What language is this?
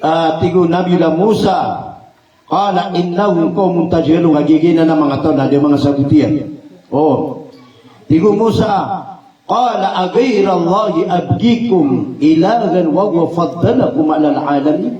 Maranao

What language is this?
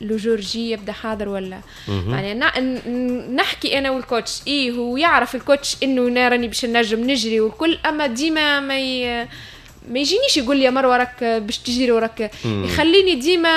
Tunisian Arabic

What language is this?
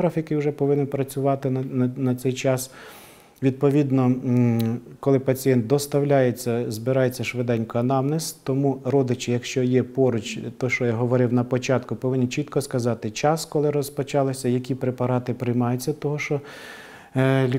Ukrainian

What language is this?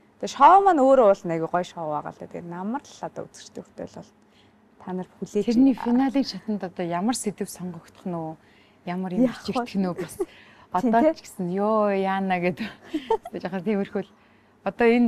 Mongolian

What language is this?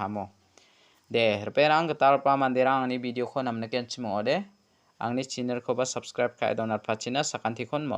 Garo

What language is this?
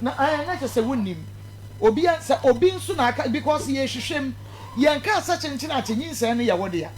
Akan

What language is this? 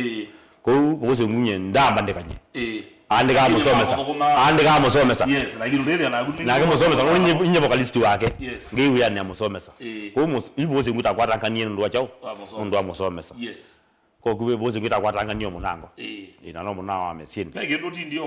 Kamba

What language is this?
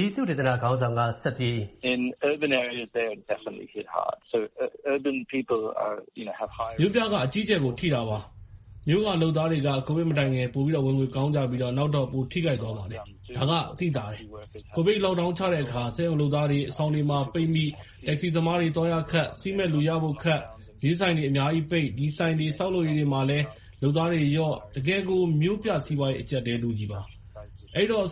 Burmese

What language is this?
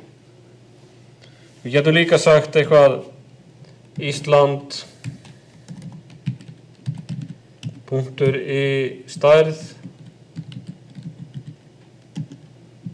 Icelandic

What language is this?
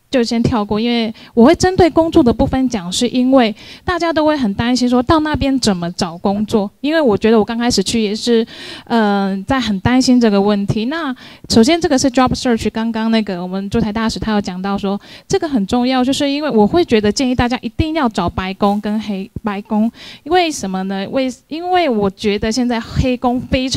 Chinese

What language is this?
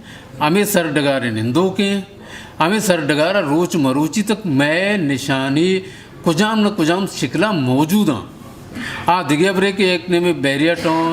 Eastern Balochi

